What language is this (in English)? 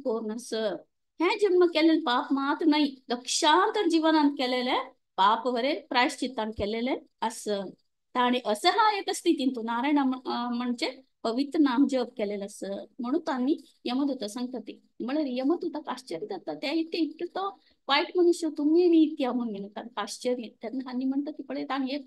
Konkani